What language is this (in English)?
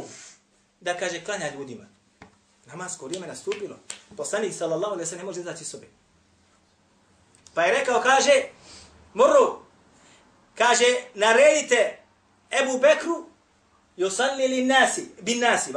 Bosnian